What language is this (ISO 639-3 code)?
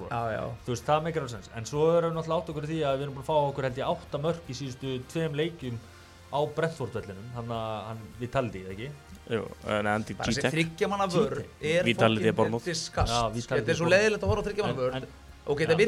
isl